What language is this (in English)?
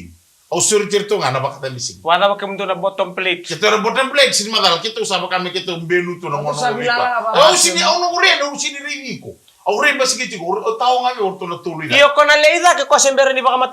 Fijian